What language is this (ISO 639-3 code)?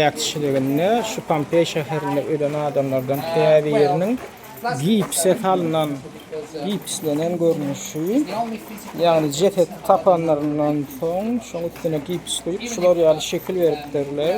tuk